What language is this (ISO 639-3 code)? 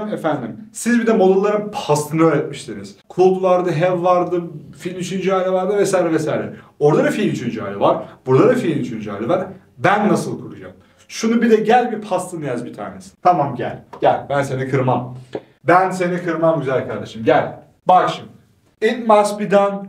tur